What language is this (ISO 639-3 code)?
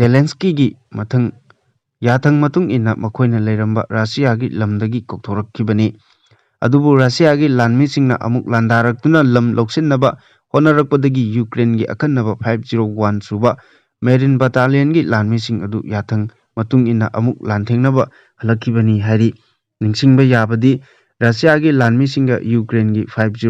mni